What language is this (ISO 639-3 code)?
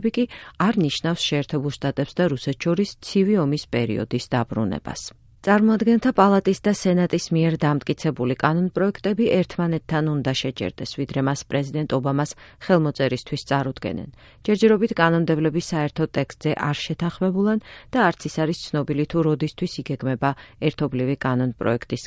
kat